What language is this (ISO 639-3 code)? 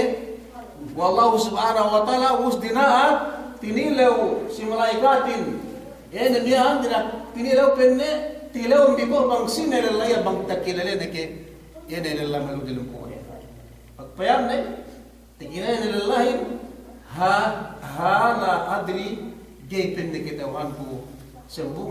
yka